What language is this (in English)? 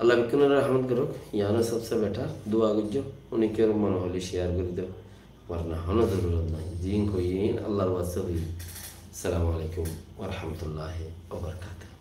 Rohingya